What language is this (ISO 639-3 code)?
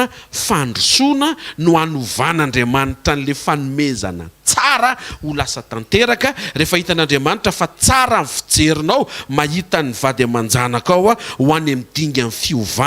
mlg